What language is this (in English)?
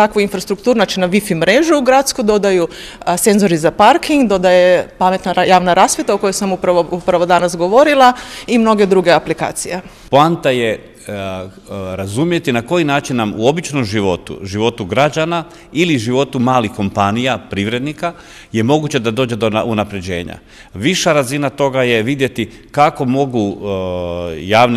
Bosnian